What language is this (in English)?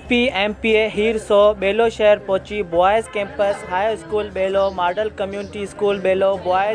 Sindhi